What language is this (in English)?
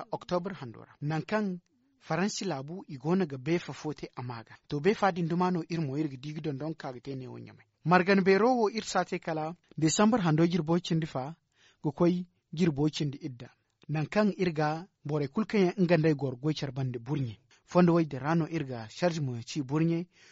Zarma